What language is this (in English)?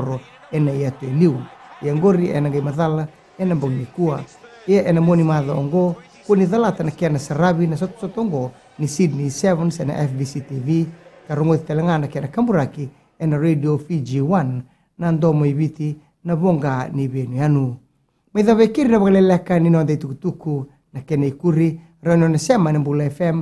Fijian